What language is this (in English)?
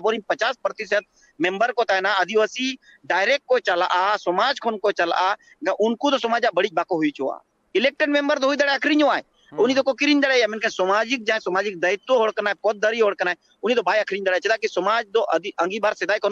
Santali